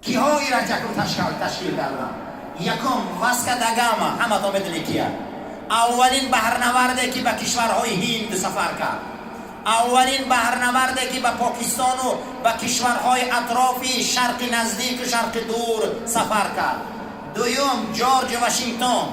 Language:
Tajik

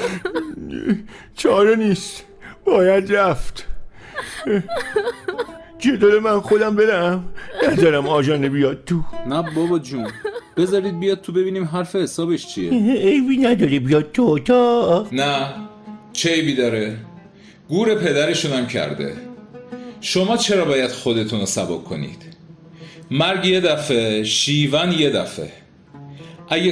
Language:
Persian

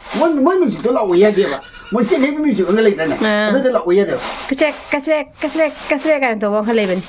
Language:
Manipuri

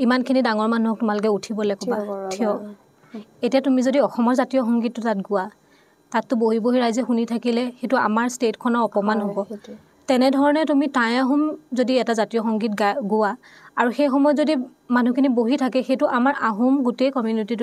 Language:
Assamese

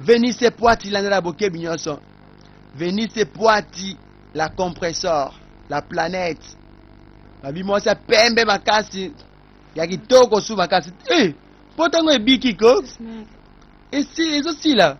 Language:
Lingala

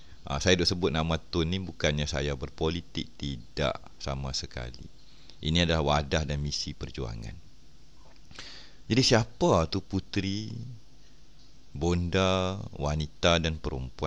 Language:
Malay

